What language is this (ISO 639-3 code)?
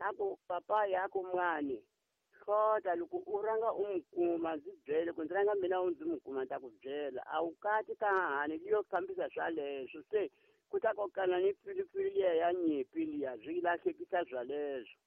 tso